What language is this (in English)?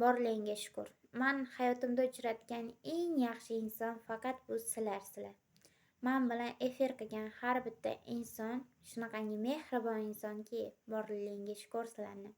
Uzbek